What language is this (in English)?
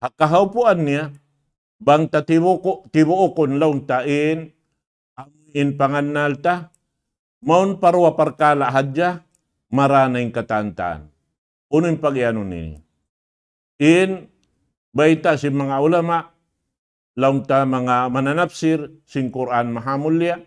Tausug